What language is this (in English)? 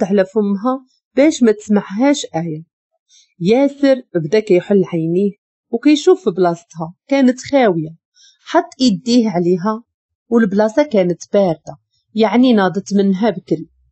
Moroccan Arabic